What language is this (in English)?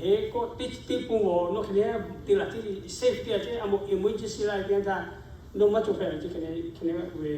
Lahu